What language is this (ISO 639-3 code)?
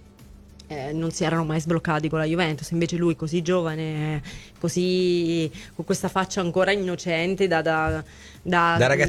ita